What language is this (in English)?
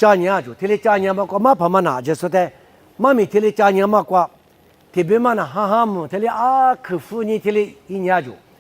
Lisu